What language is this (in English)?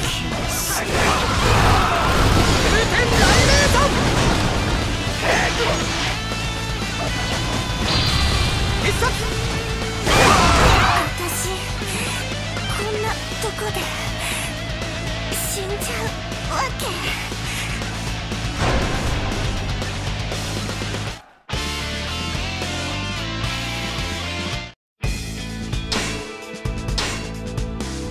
Japanese